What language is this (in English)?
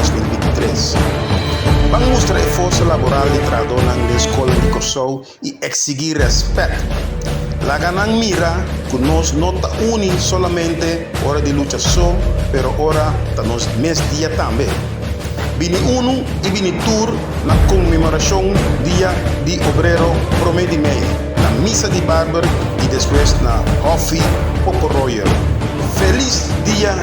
Papiamento